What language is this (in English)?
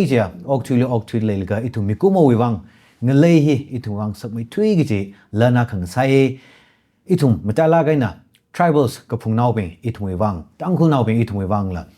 Tangkhul Naga (India)